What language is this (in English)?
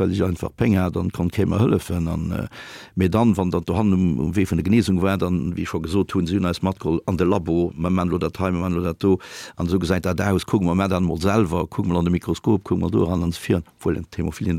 Luxembourgish